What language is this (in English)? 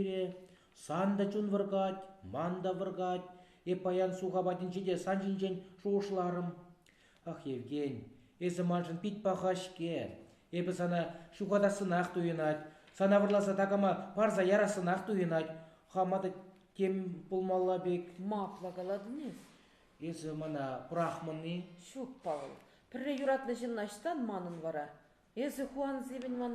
Chuvash